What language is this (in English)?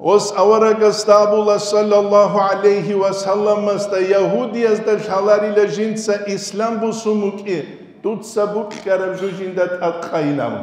Avaric